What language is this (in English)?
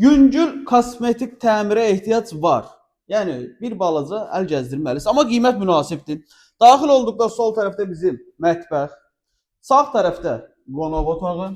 Azerbaijani